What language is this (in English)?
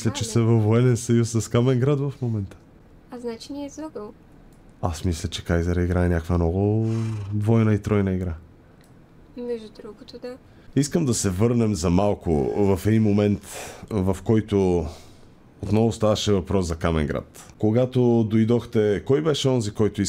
Bulgarian